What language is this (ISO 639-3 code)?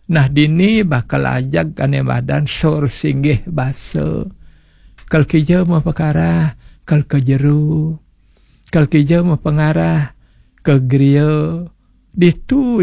ban